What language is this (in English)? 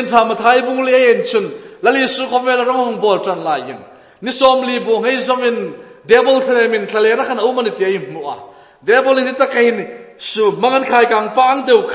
Hmar